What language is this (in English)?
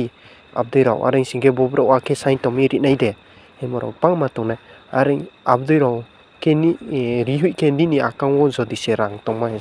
Riang (India)